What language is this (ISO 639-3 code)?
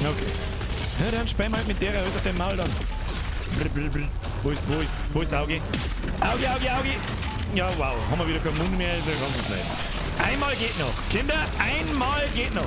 bar